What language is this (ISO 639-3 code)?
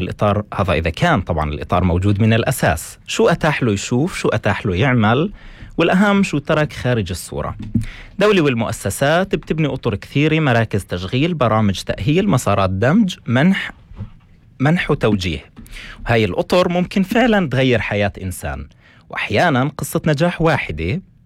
apc